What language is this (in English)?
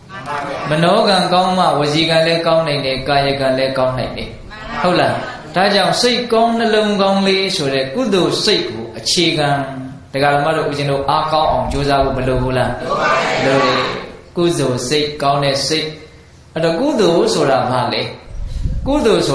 Burmese